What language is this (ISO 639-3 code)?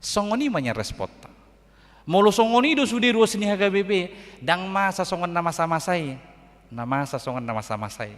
bbc